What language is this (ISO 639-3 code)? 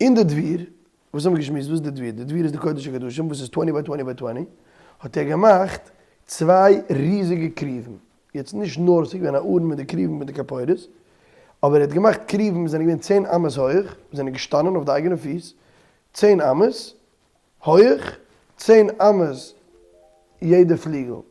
yid